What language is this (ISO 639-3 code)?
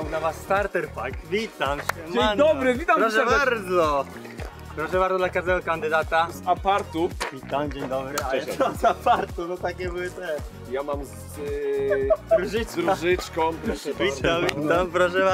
pol